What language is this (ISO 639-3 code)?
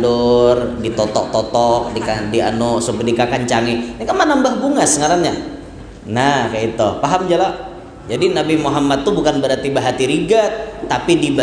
bjn